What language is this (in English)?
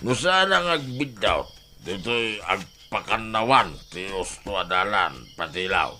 Iloko